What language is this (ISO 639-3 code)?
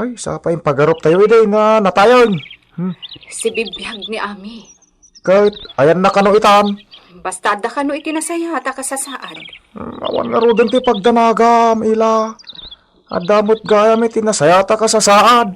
ilo